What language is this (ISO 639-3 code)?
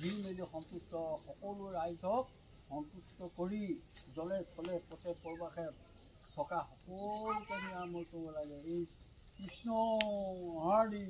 asm